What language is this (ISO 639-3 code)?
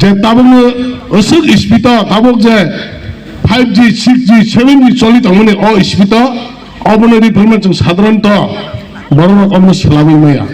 trp